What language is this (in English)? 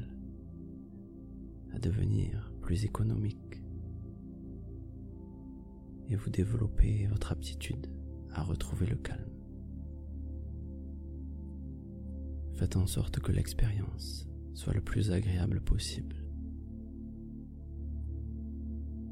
French